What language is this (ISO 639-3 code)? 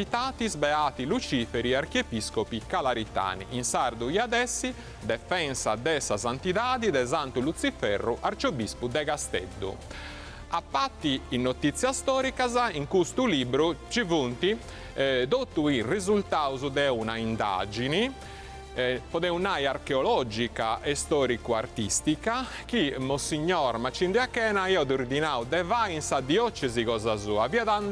srd